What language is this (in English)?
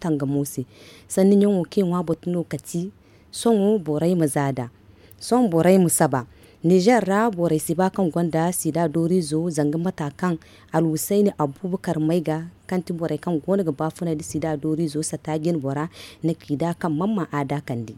Zarma